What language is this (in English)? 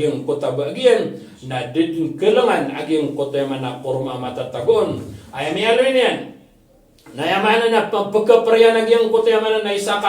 Maranao